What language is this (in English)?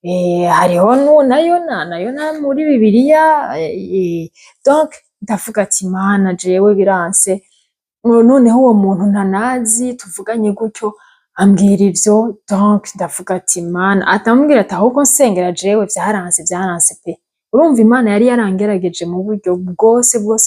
Rundi